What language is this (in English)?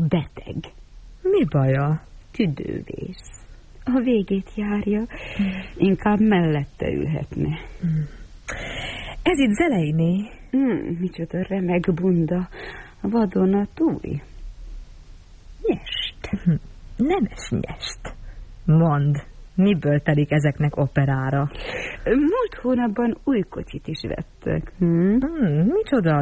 Hungarian